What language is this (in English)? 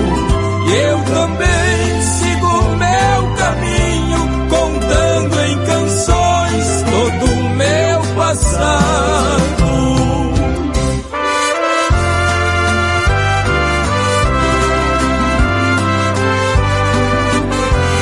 Portuguese